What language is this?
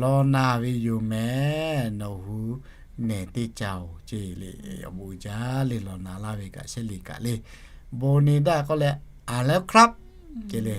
Lahu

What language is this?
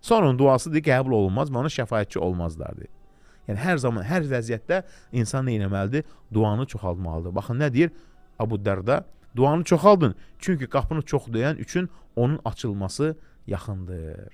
Azerbaijani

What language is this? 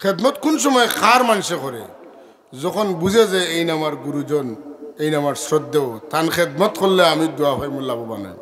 Sylheti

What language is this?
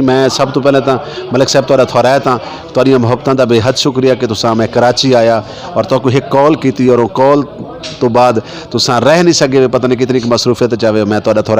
Saraiki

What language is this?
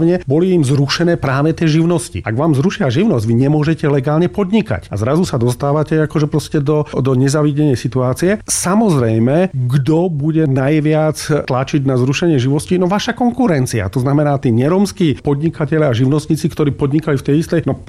Slovak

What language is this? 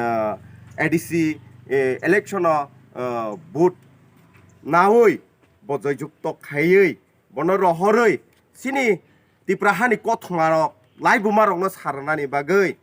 Kok Borok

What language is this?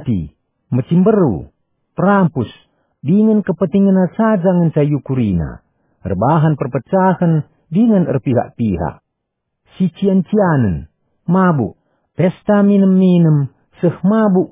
Batak Karo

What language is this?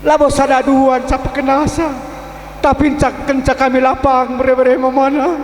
Batak Karo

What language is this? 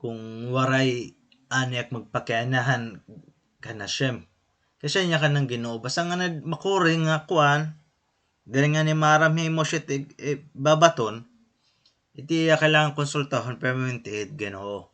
Waray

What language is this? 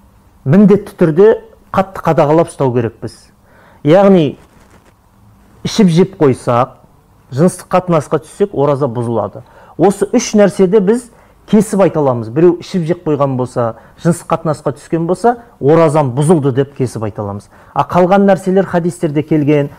Kazakh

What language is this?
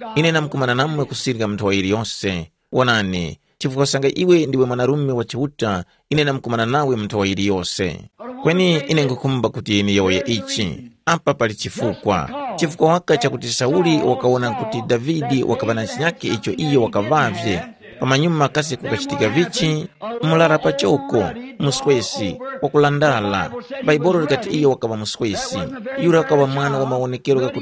Tumbuka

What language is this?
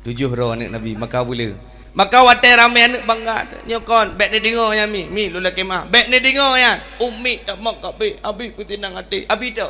Achinese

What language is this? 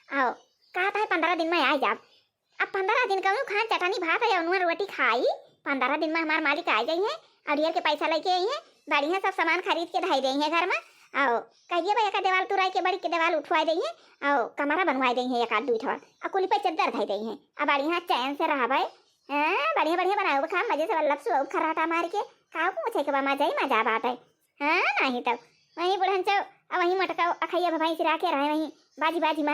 Awadhi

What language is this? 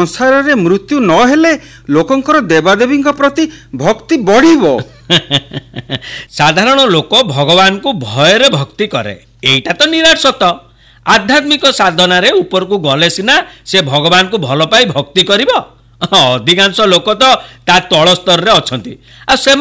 Odia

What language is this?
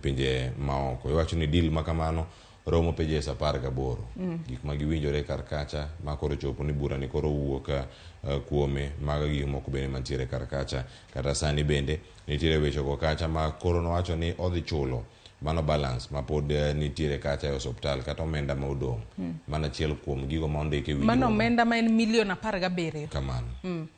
Luo (Kenya and Tanzania)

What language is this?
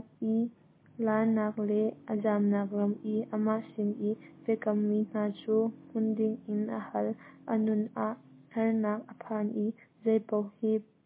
Hakha Chin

